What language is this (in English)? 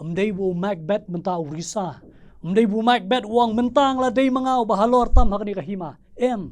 Khasi